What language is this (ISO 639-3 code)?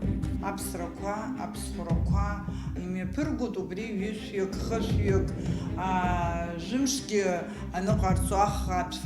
abk